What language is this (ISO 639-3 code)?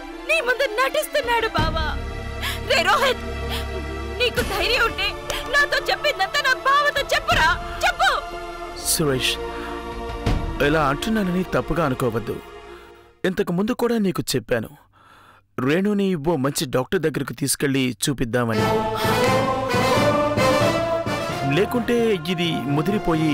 tel